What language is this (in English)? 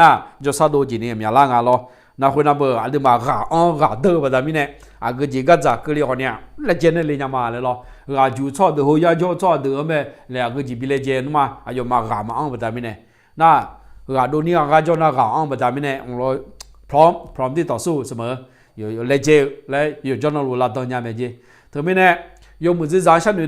Akha